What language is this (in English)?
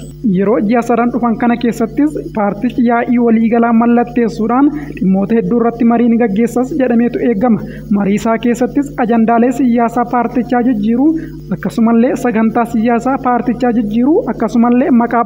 Oromo